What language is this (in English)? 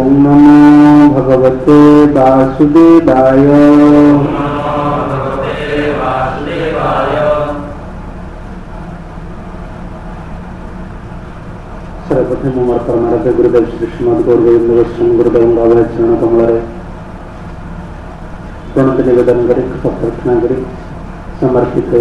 Odia